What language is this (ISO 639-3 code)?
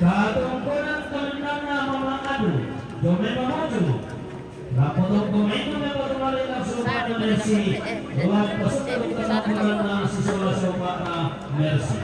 sda